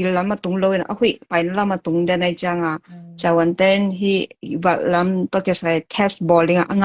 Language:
Tedim Chin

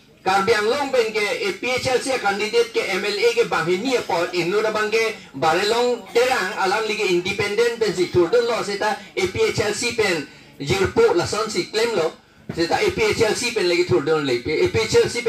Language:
Karbi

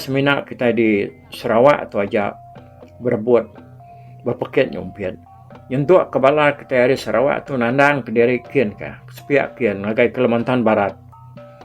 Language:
Iban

